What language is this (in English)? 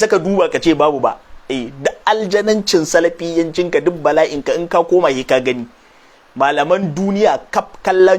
Hausa